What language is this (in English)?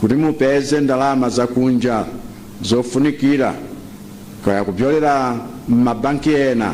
Nyanja